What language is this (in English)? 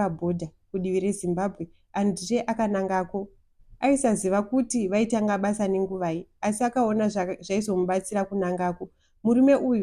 Shona